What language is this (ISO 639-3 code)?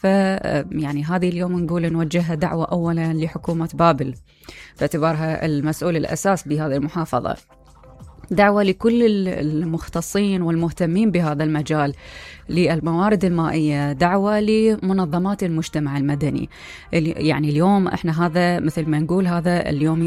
acm